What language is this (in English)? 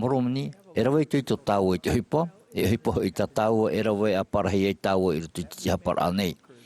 Tahitian